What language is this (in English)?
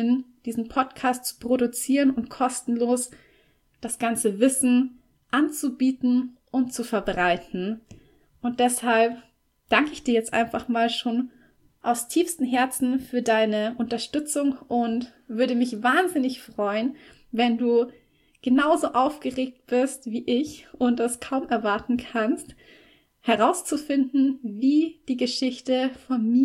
German